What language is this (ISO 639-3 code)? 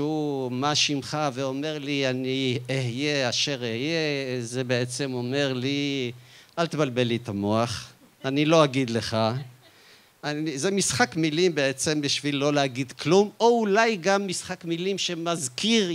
heb